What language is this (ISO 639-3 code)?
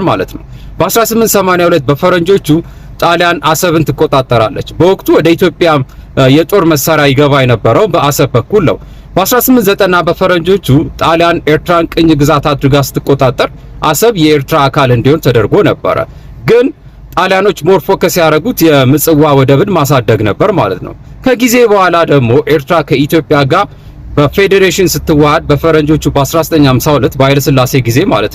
amh